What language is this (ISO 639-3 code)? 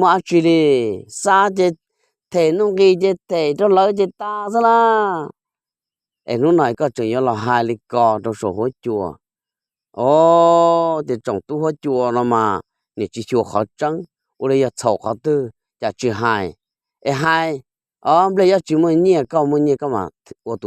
hmn